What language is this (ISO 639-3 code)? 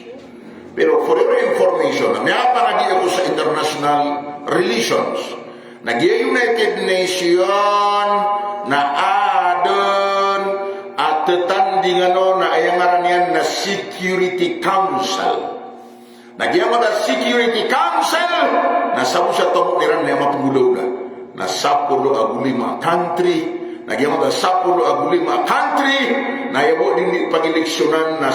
mrw